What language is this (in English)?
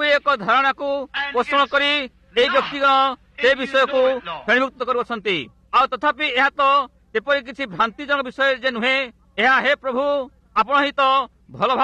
Odia